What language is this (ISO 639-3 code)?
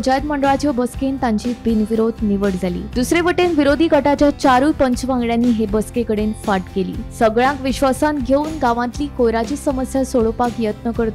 kok